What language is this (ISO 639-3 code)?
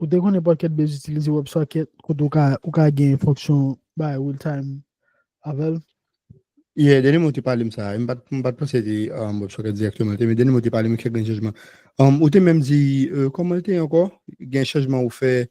hat